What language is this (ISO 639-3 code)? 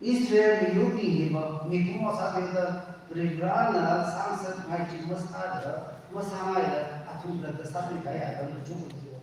nmf